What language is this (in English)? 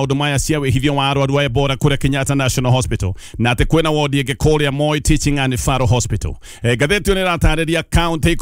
Kikuyu